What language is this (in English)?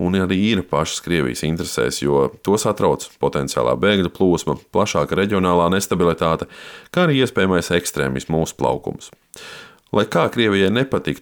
Latvian